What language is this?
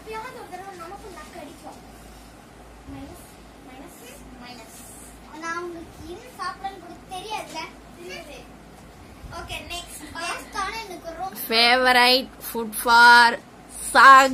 Tamil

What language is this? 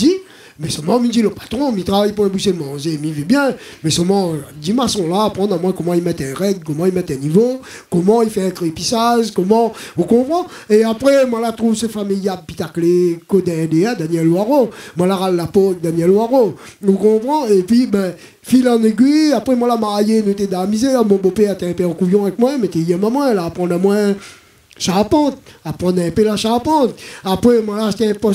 Réunion Creole French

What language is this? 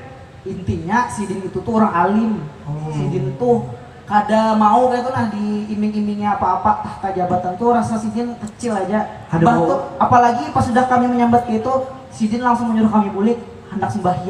Banjar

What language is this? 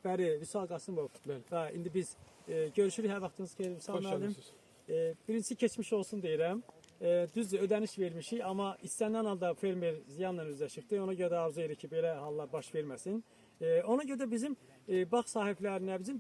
Azerbaijani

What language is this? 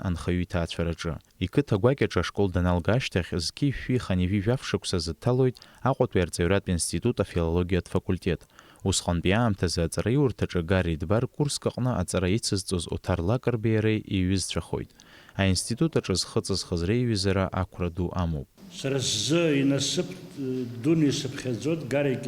Abkhazian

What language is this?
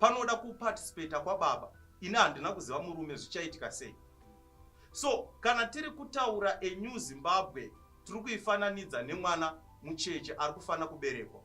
Shona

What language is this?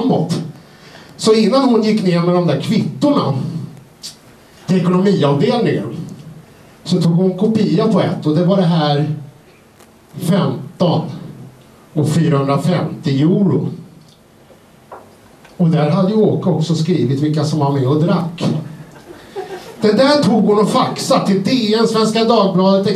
Swedish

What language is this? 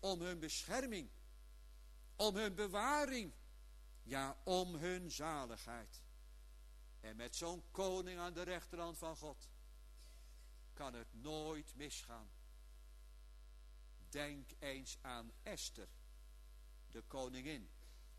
Dutch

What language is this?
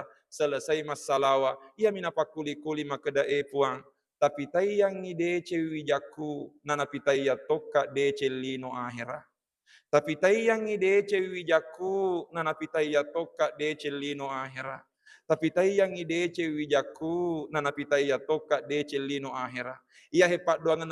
Buginese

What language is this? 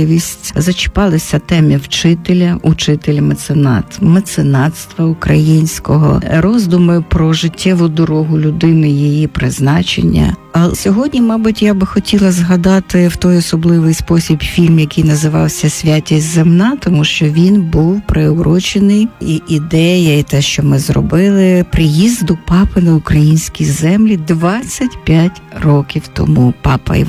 Ukrainian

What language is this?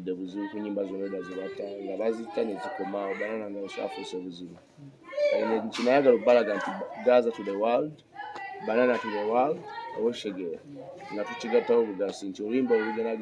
Ganda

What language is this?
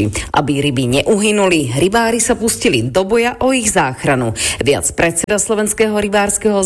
Slovak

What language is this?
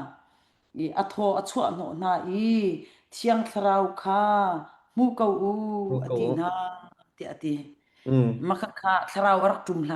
Hakha Chin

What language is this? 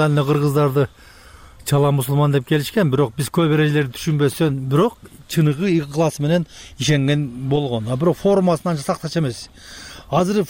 Kyrgyz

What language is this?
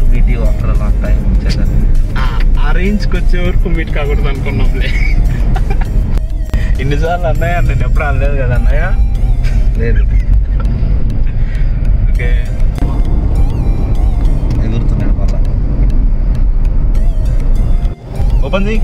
Telugu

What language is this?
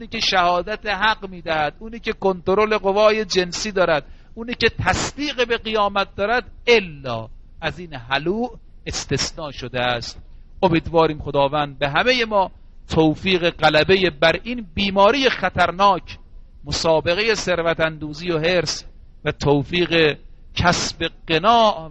Persian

